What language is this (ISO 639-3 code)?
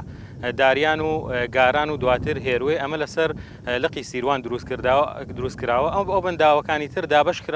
ckb